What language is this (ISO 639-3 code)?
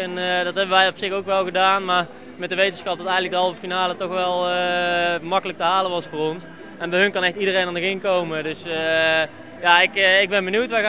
nld